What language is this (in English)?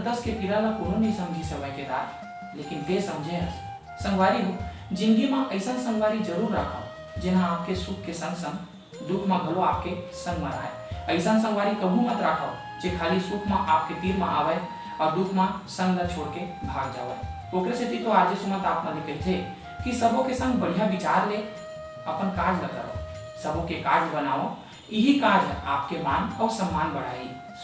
Chhattisgarhi